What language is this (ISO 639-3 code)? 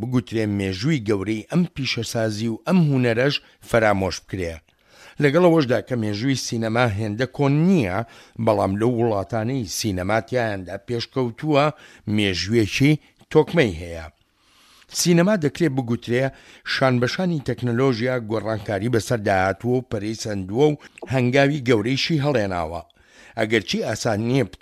ckb